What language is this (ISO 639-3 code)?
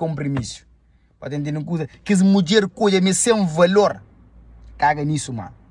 kea